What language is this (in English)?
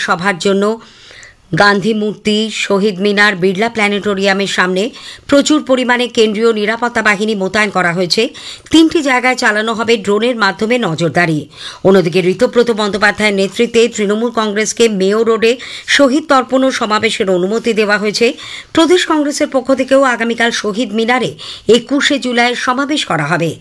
Bangla